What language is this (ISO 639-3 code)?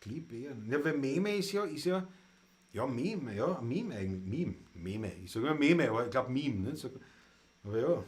bar